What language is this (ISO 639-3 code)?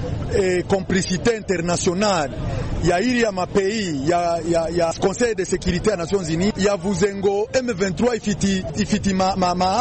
kin